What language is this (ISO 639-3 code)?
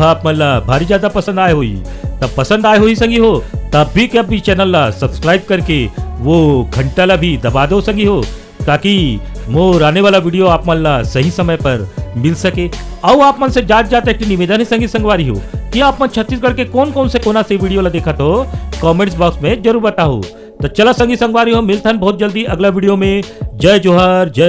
hne